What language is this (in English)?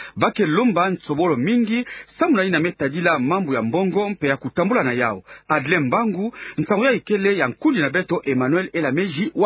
Kituba (Democratic Republic of Congo)